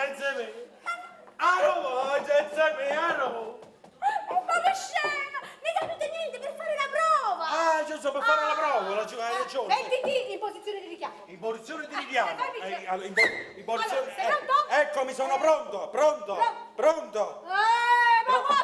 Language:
Neapolitan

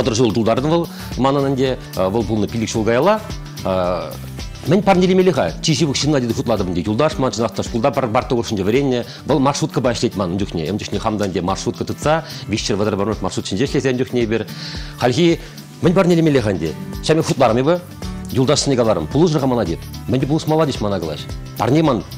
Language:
Chuvash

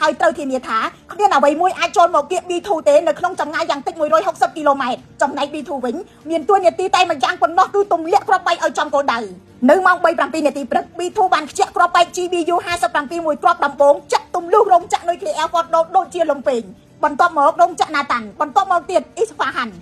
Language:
Khmer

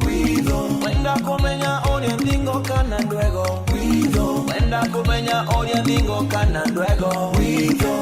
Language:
Meru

